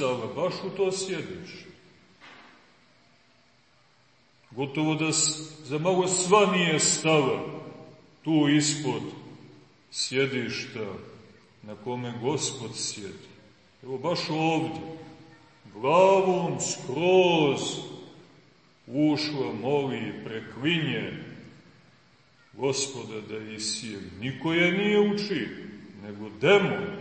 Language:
Serbian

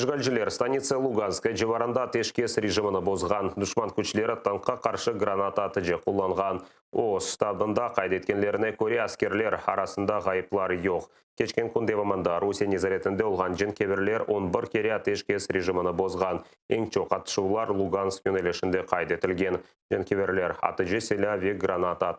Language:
Crimean Tatar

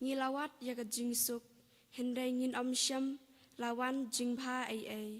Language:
Khasi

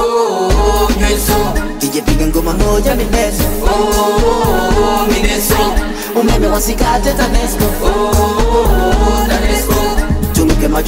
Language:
Swahili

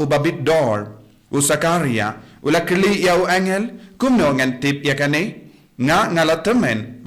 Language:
Khasi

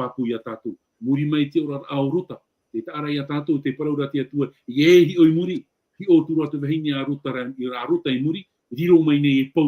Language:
Tahitian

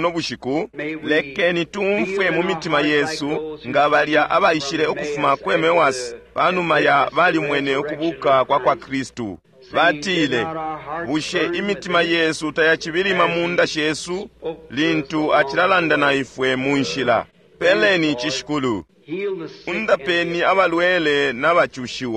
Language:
Bemba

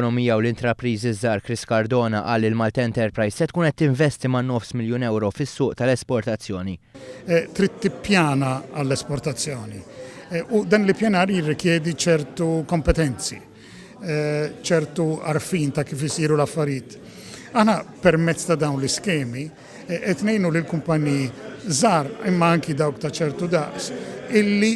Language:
Maltese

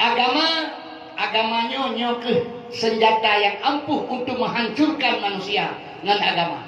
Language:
Achinese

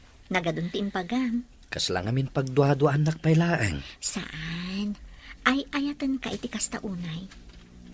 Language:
Iloko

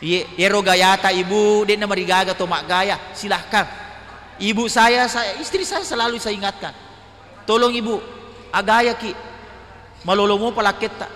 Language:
Buginese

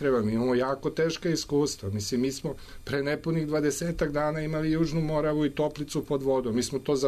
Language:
Serbian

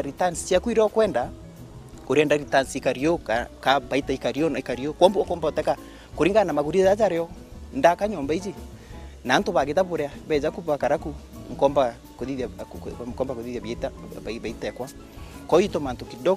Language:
Meru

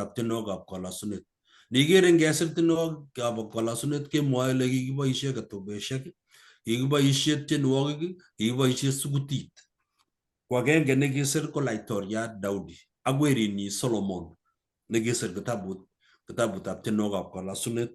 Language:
Kalenjin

